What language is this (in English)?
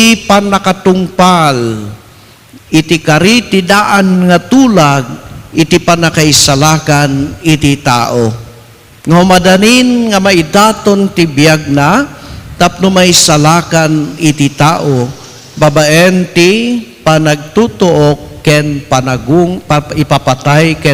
Iloko